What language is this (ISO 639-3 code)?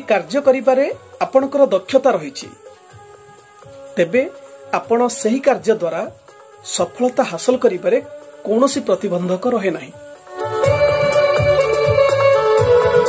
ori